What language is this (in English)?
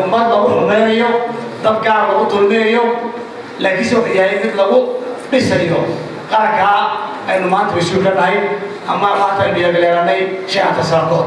Somali